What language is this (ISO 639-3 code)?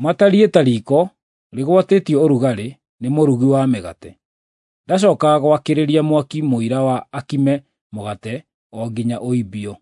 kik